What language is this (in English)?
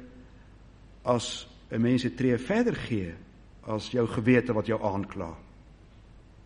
Afrikaans